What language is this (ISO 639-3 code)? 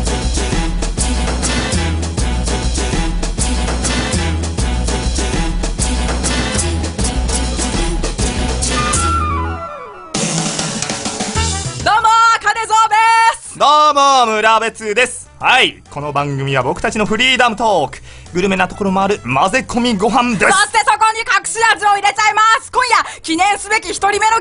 jpn